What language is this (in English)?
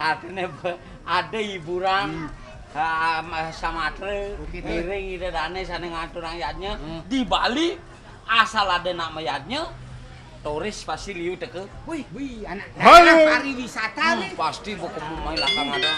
Balinese